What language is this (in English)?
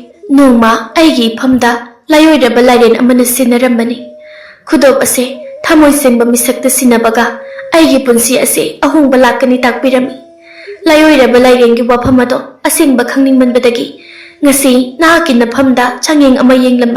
Manipuri